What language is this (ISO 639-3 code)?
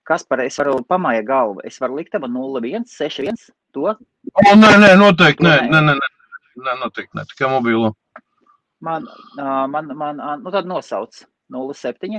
lav